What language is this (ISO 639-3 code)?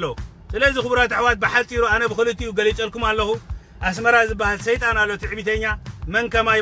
tir